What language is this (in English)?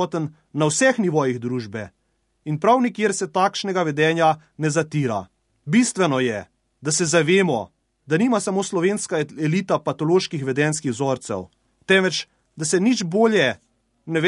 Slovenian